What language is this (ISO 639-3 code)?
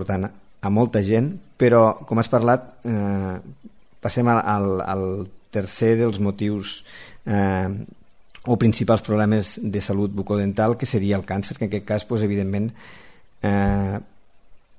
cat